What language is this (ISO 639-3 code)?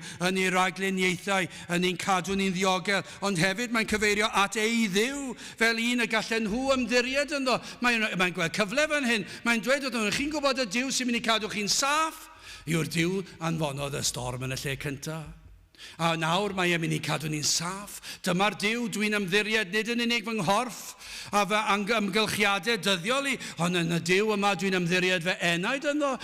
cym